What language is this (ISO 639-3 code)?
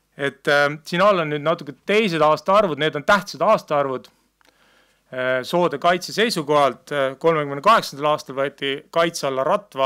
est